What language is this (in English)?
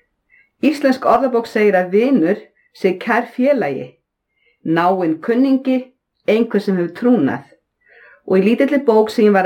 Icelandic